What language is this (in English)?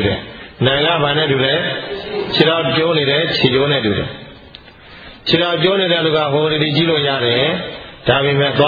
Burmese